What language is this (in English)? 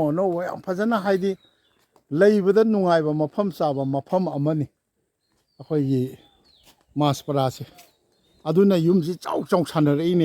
Manipuri